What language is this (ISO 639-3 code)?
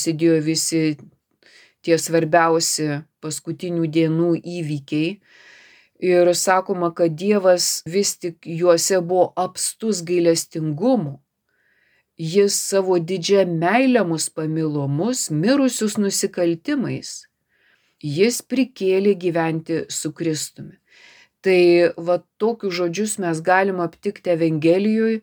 lit